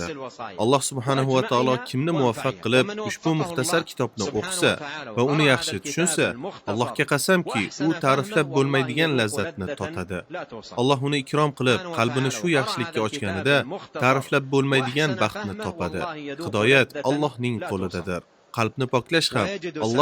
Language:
Uzbek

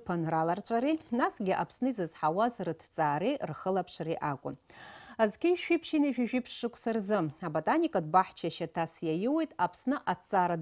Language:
Abkhazian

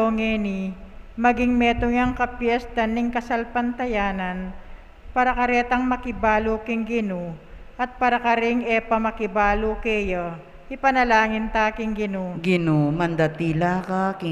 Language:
Pampanga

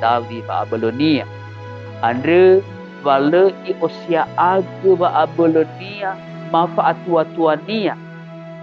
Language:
Nias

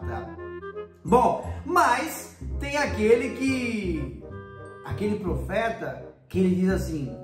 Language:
Portuguese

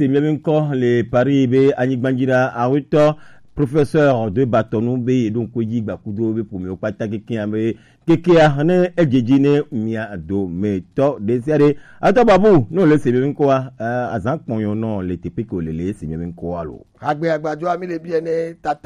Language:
Gen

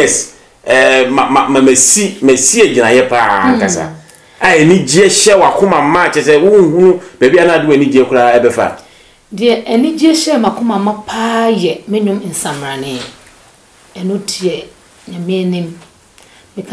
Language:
Akan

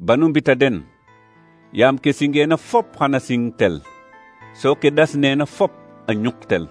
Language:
Serer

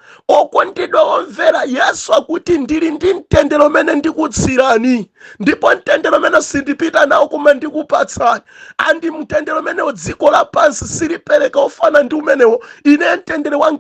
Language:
Nyanja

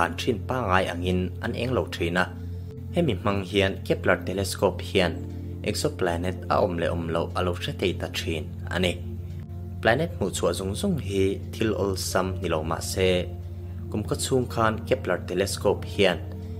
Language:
Mizo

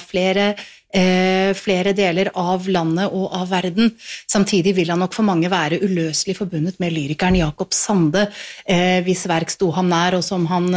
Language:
Norwegian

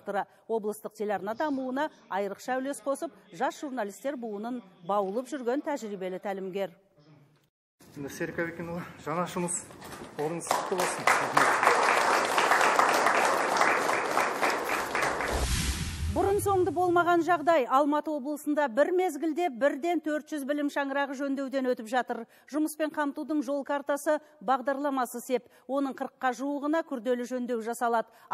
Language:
Kazakh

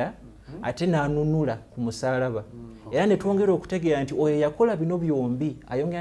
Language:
Ganda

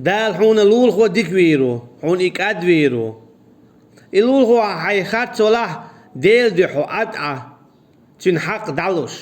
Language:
Chechen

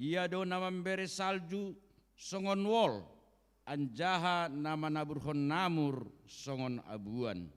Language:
Batak Simalungun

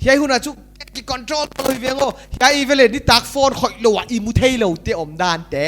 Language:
Paite Chin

